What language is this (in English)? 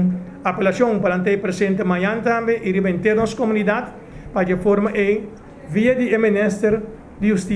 Papiamento